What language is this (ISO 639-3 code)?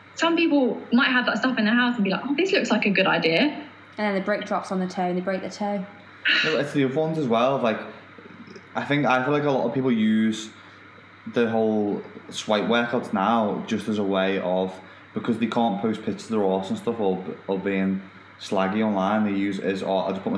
eng